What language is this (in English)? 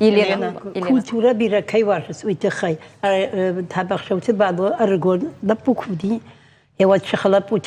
Ossetic